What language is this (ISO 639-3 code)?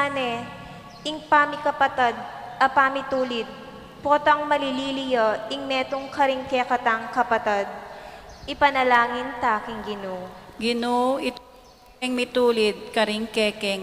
pam